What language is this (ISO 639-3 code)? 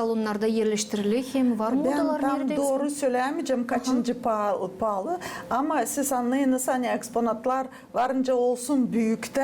gag